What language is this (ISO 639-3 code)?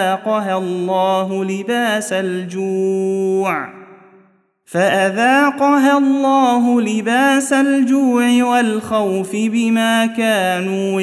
ara